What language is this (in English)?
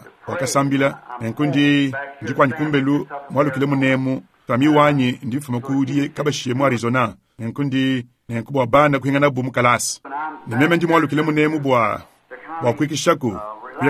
Luba-Lulua